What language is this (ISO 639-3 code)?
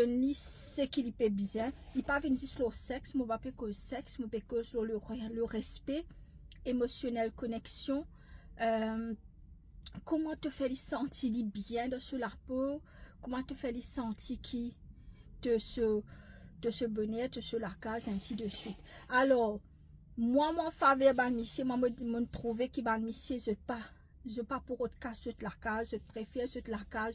mfe